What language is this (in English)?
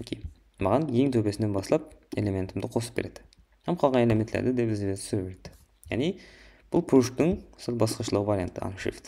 Kara-Kalpak